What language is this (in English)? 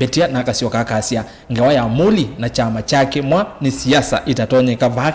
Kamba